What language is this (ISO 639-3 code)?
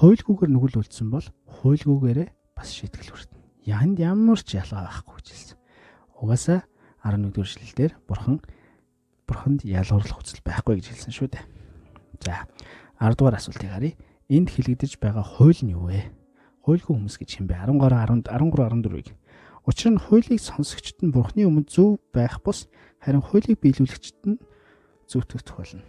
mon